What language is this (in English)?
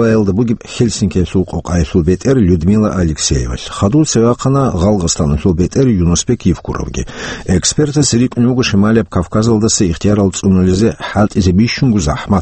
Avaric